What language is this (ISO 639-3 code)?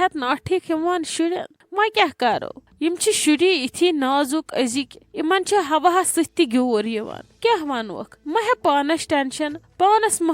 kas